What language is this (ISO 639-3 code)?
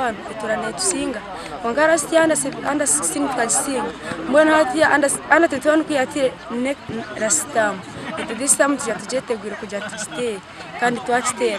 nyn